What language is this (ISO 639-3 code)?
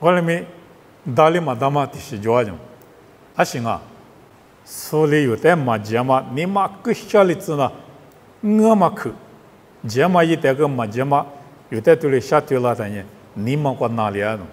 lis